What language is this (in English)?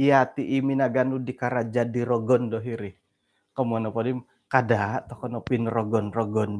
Central Dusun